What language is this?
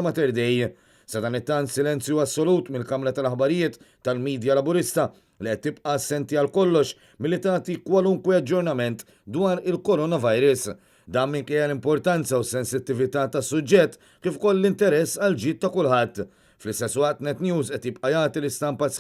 Maltese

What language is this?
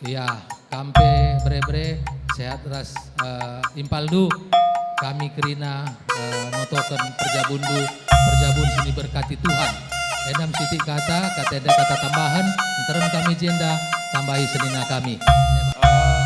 Batak Karo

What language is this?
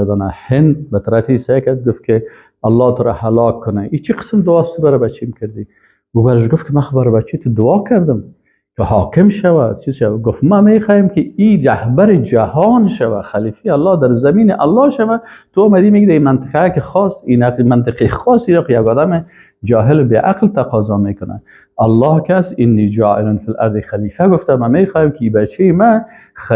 Persian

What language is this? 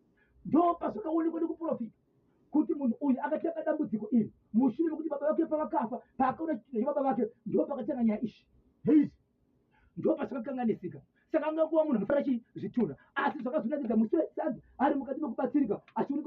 Shona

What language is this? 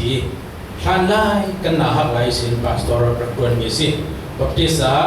Falam Chin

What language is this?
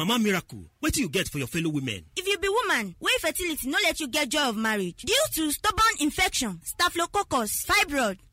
Nigerian Pidgin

